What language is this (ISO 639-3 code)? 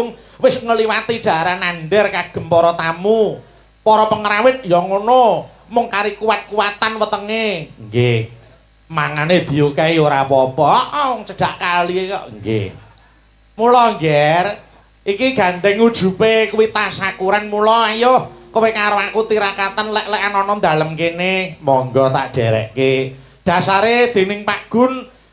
jav